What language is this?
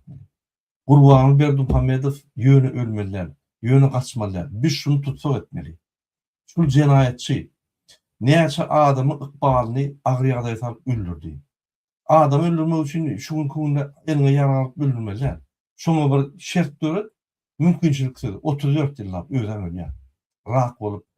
Turkmen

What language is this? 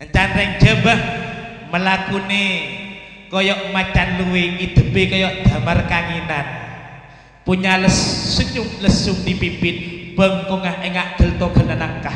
Madurese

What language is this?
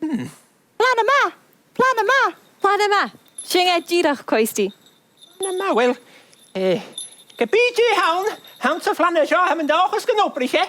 Scottish Gaelic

